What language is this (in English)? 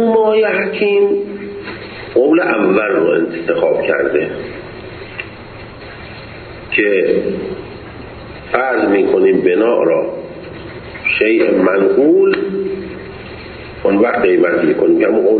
Persian